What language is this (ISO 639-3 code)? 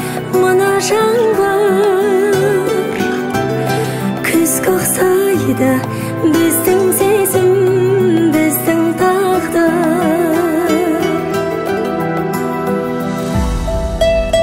kaz